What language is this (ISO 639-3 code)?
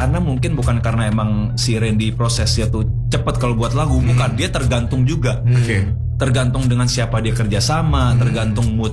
ind